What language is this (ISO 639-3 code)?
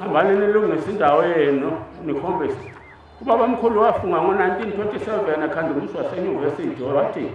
zul